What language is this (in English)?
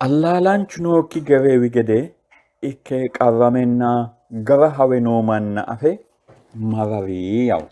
Sidamo